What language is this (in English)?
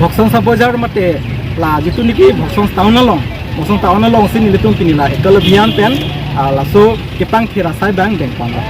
Karbi